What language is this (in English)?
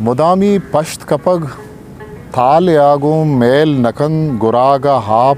Eastern Balochi